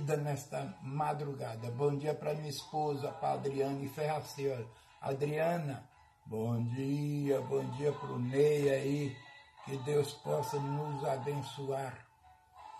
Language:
Portuguese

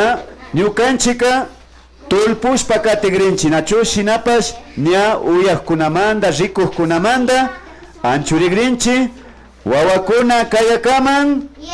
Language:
Imbabura Highland Quichua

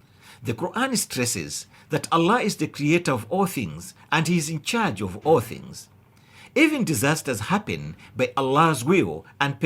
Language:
English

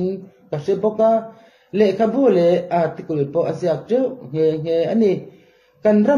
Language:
Mizo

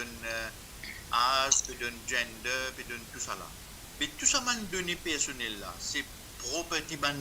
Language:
Morisyen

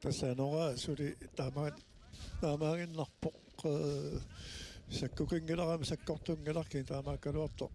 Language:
Kalaallisut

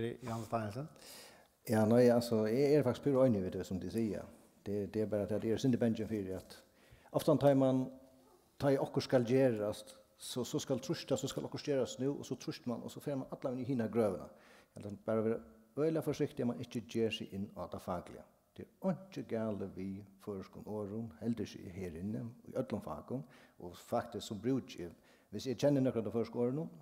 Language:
Faroese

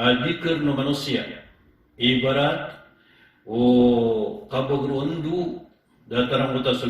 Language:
Maranao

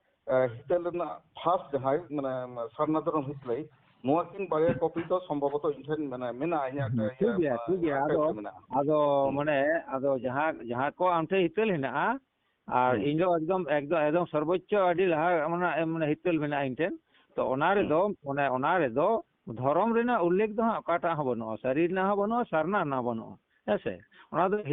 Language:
Santali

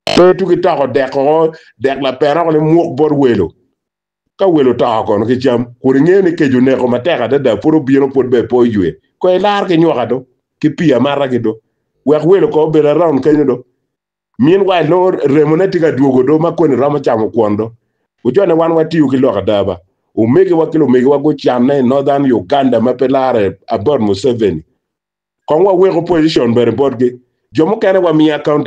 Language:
Acoli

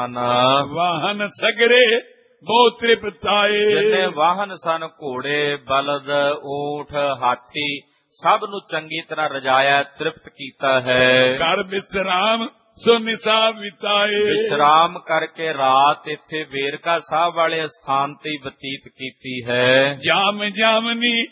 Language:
Punjabi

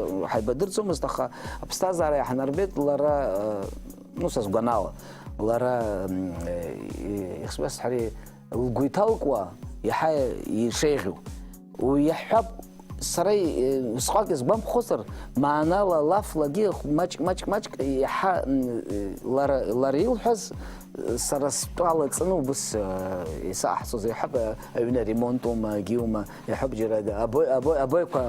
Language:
Abkhazian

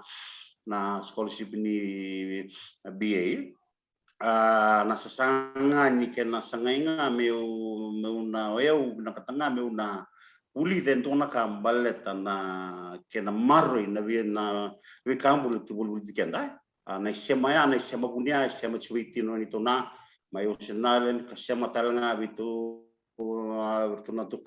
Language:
Fijian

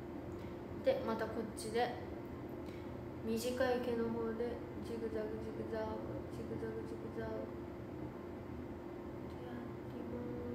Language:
Japanese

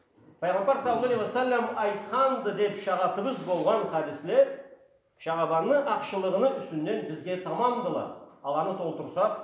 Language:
Karachay-Balkar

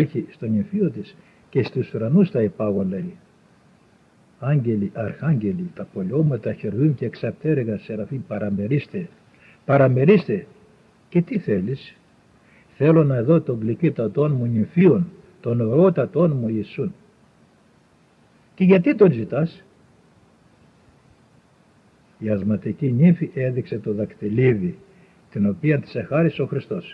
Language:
Greek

